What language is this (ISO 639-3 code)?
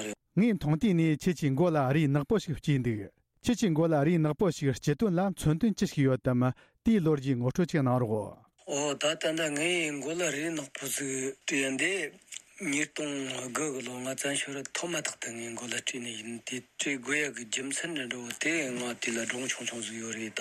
bod